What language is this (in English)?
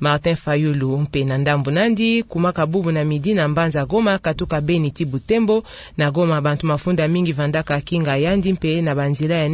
Kituba (Democratic Republic of Congo)